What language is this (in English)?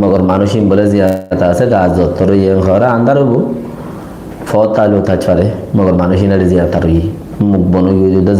Rohingya